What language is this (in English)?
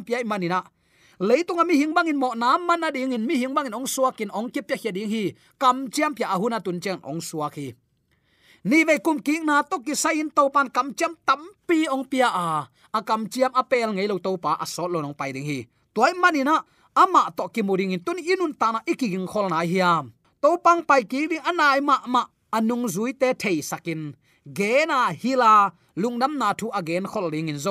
Tedim Chin